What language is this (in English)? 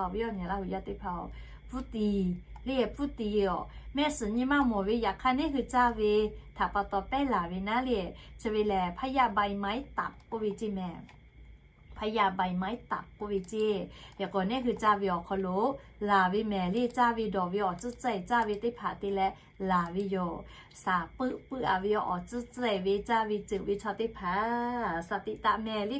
Lahu